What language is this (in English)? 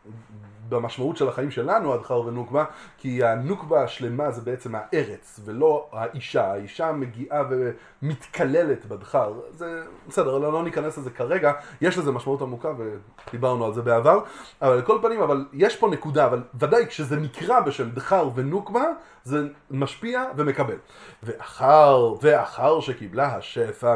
Hebrew